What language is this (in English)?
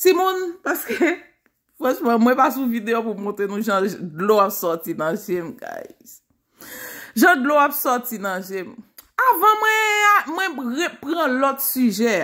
Haitian Creole